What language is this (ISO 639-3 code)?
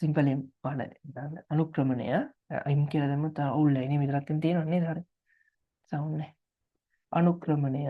sin